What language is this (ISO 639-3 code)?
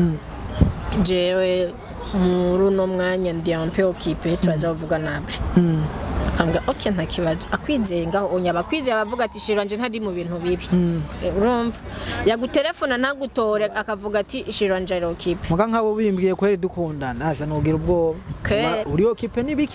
run